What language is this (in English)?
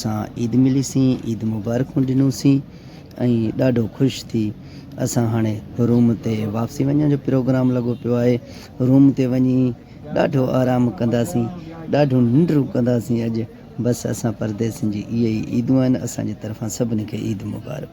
Sindhi